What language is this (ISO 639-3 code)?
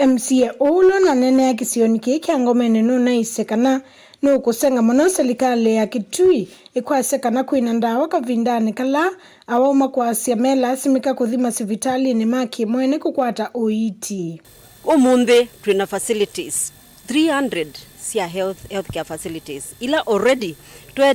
kam